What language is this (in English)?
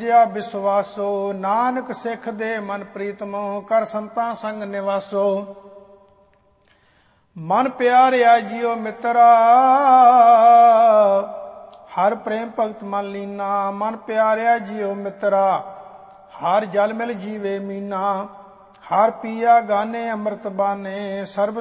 Punjabi